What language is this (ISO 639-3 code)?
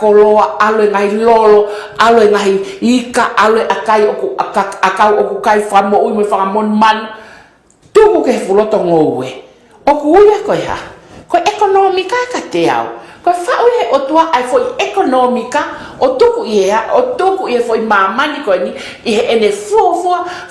ton